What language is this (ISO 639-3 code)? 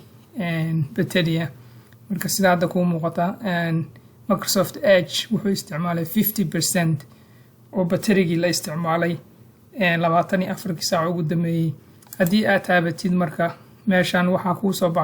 som